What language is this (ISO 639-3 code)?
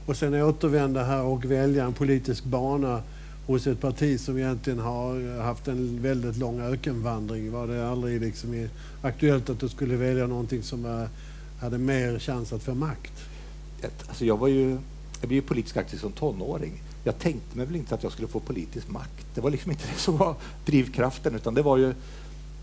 swe